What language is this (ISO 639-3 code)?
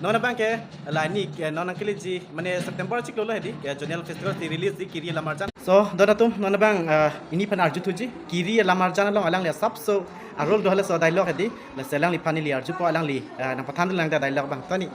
mjw